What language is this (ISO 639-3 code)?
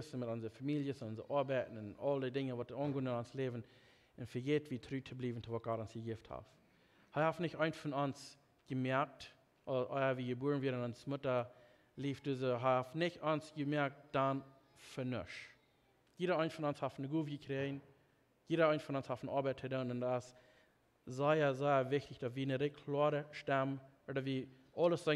pdt